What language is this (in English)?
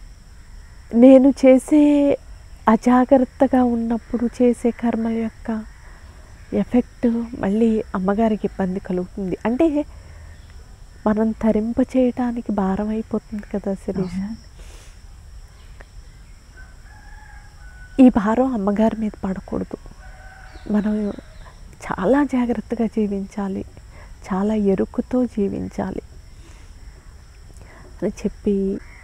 Telugu